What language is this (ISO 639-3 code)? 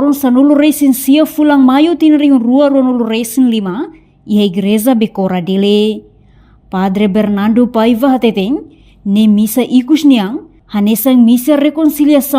tet